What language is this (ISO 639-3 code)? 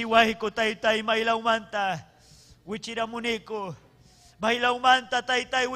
quy